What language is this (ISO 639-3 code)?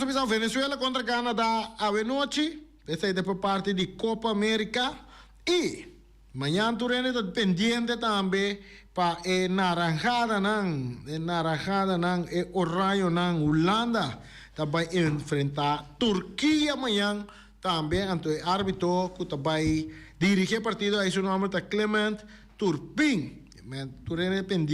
pap